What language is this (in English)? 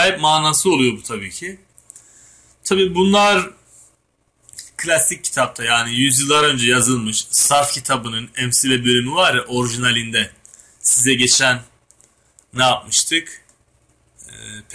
Turkish